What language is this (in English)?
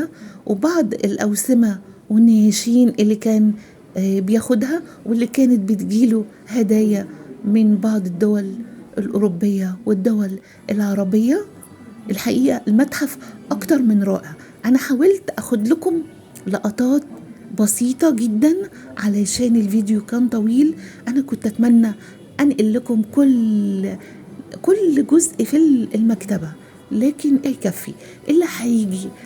Egyptian Arabic